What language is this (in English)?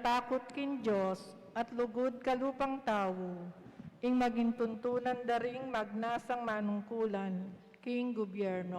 Pampanga